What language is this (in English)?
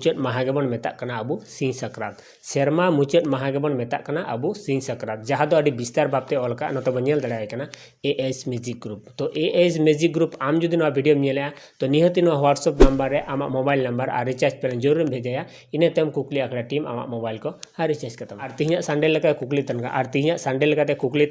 Santali